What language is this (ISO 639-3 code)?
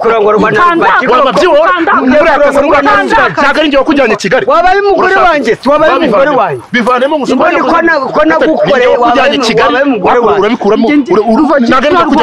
kin